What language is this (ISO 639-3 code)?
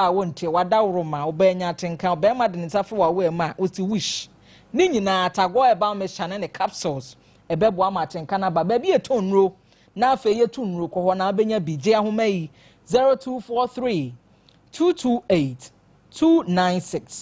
aka